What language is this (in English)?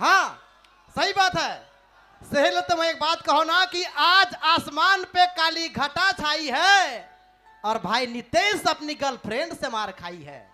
Sadri